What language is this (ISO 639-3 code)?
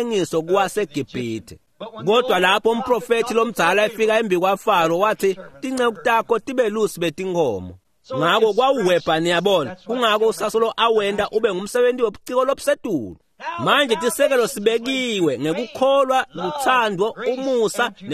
ssw